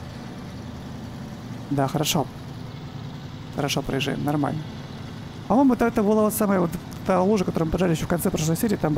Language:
Russian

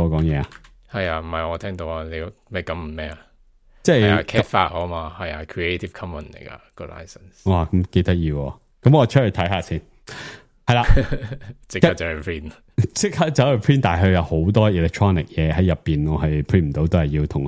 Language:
Cantonese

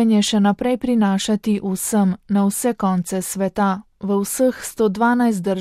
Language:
Slovenian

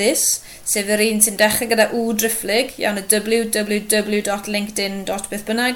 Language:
Welsh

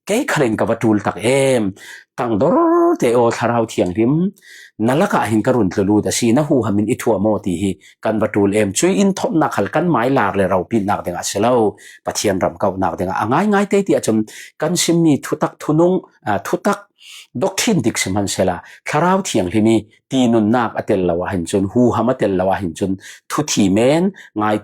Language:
Falam Chin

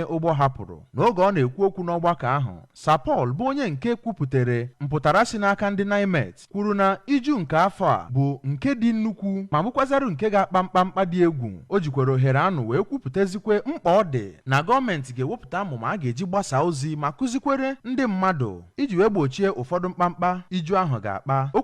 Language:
Igbo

